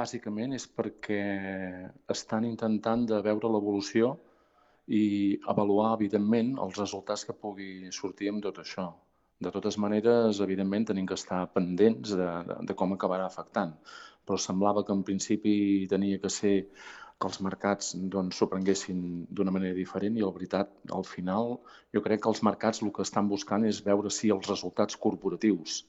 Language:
Catalan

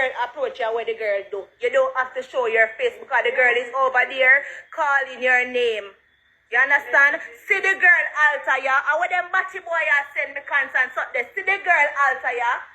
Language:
Jamaican Creole English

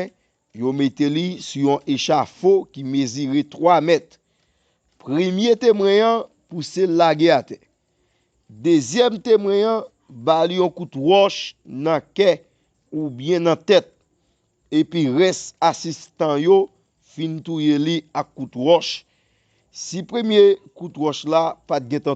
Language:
Haitian Creole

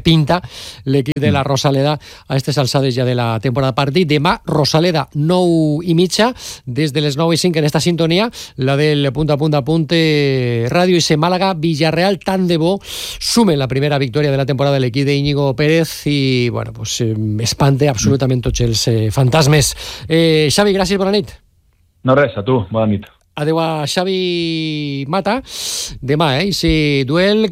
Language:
Catalan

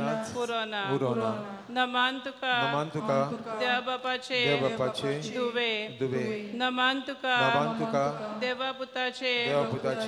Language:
Konkani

